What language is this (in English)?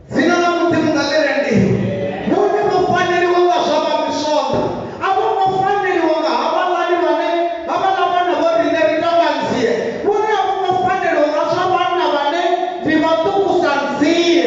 Venda